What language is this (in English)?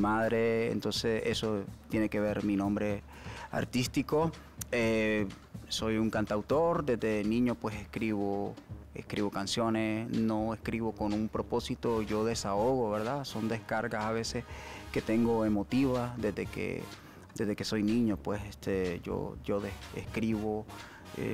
Spanish